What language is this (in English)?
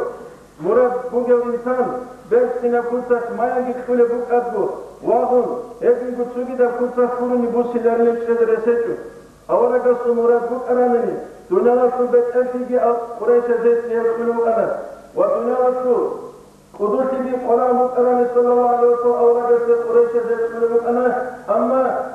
Avaric